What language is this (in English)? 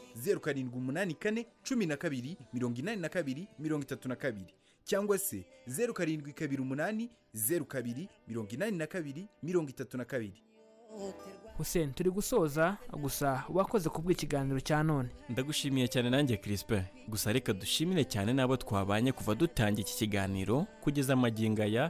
Kinyarwanda